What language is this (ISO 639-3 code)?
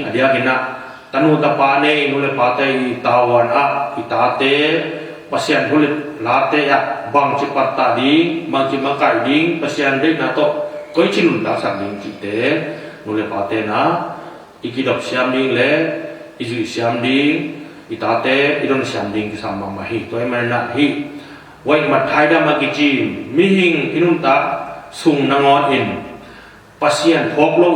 ctd